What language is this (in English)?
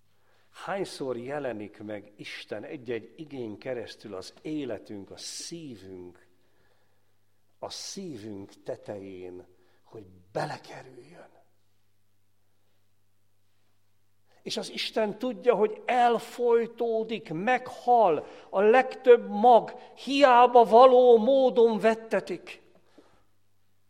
Hungarian